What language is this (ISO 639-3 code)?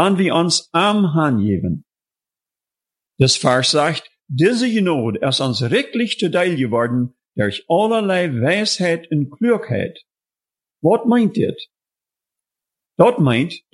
deu